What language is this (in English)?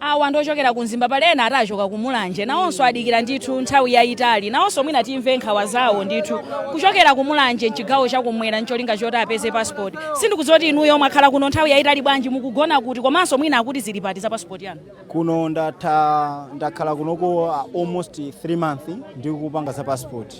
Nyanja